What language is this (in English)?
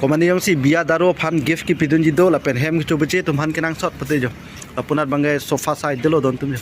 Karbi